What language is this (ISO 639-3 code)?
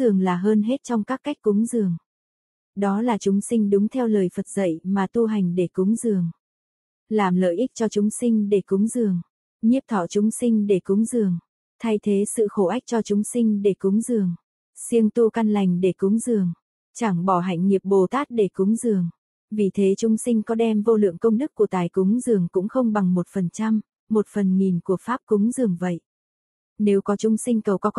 vie